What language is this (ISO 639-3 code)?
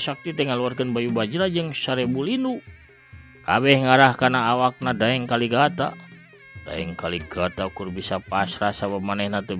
sun